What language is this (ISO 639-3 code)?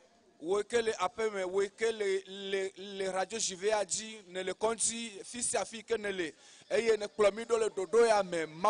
ewe